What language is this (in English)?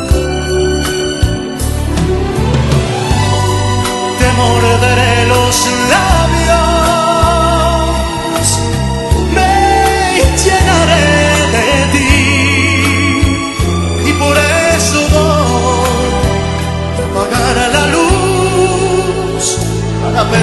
Spanish